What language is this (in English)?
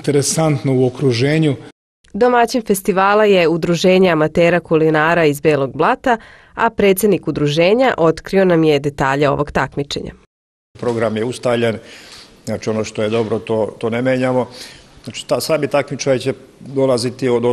Serbian